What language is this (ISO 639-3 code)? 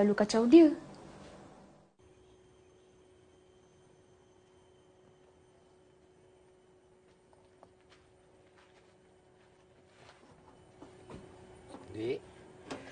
msa